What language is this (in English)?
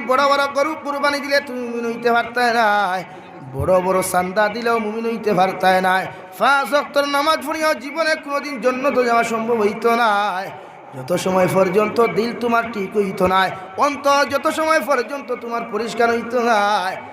Sylheti